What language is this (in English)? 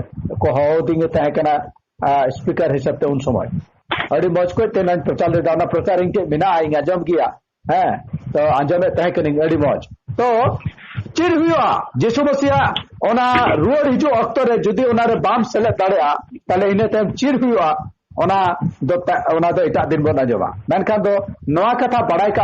Santali